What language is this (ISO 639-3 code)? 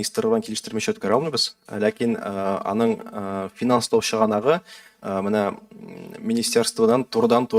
tat